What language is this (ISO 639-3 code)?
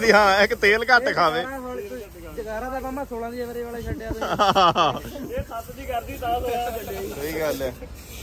pan